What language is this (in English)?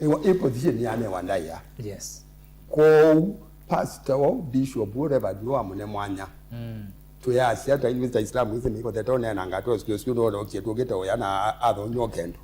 Kamba